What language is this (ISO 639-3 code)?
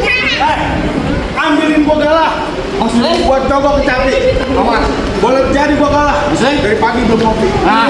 bew